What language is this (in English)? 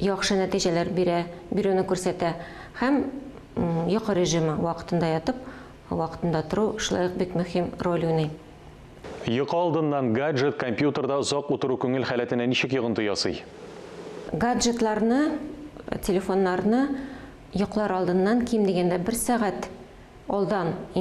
Tatar